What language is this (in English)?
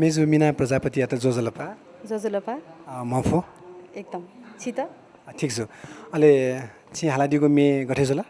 Newari